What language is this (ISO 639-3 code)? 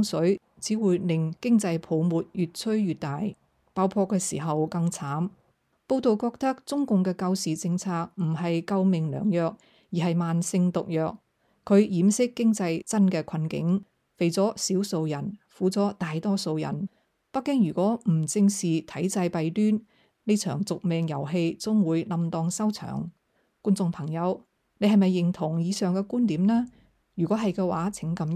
yue